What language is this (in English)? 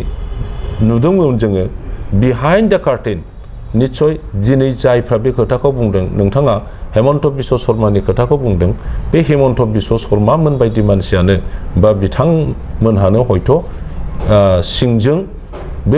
Bodo